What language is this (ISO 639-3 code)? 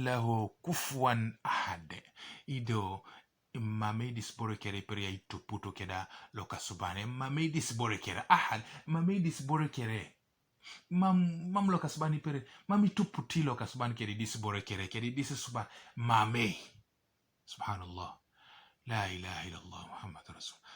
teo